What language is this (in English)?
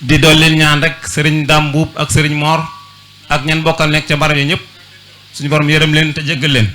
Wolof